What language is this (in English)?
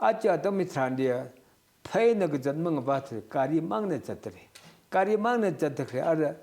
Tangkhul Naga (India)